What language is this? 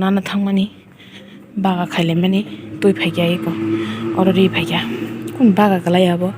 Kok Borok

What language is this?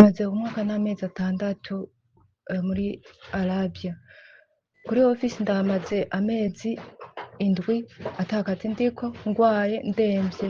Rundi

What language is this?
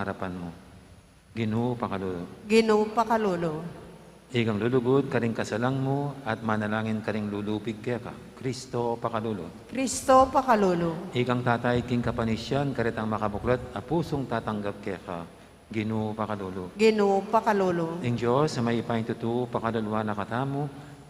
Pampanga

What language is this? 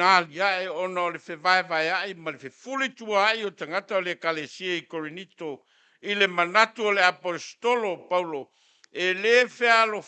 Samoan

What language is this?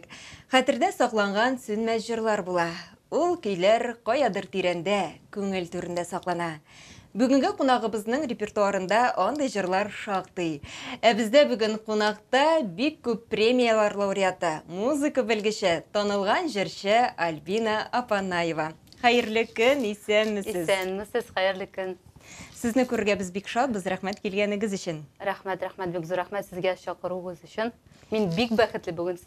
Tatar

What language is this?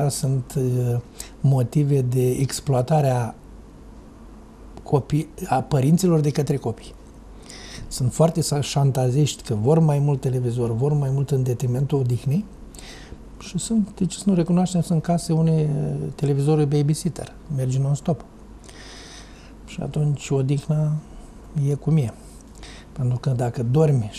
Romanian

